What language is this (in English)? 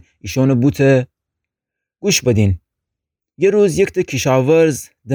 Gilaki